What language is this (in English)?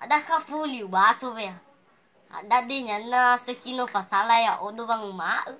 Nias